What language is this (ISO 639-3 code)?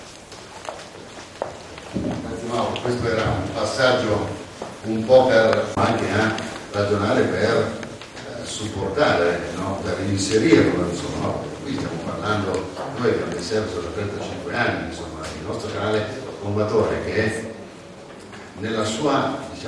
ita